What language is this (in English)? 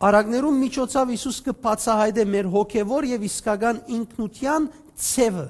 Western Armenian